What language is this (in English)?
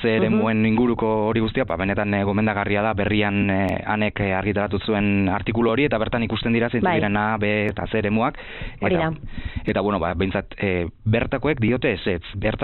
Basque